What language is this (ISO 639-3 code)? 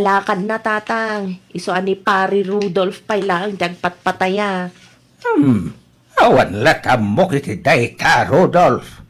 ilo